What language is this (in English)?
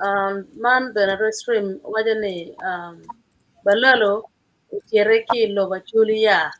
Acoli